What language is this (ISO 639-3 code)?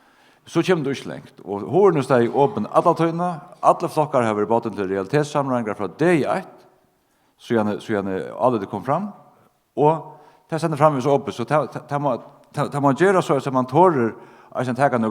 fao